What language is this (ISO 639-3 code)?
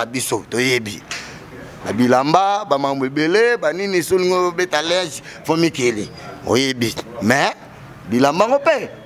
lin